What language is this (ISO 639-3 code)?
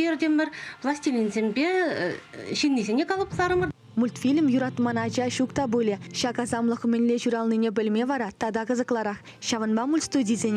chv